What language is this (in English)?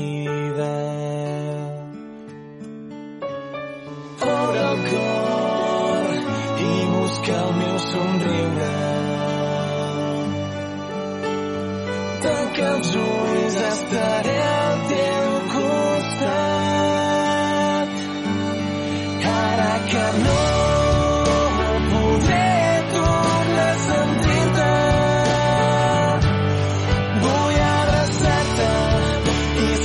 Catalan